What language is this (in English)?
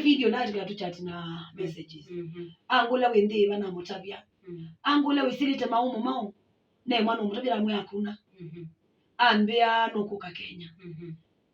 Kamba